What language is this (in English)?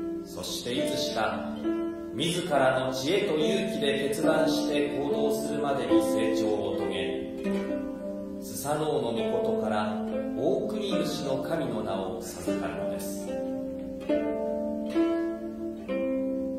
Japanese